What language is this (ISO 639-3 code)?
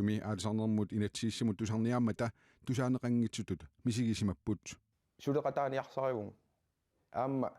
kal